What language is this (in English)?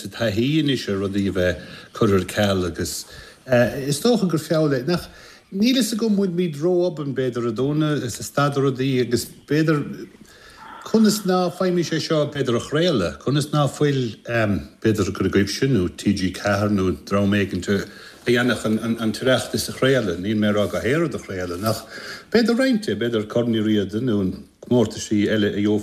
Irish